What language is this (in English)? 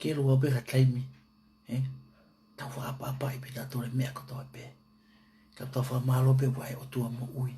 Tongan